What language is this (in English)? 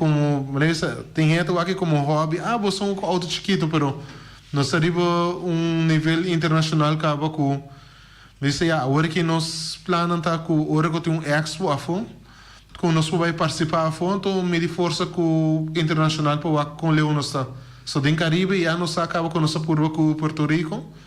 Papiamento